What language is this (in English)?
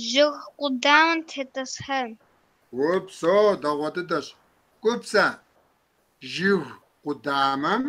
Kabardian